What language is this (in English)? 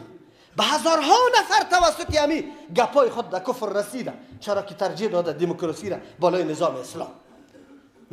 Persian